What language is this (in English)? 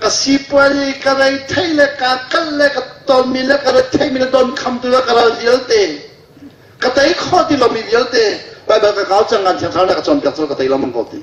Hakha Chin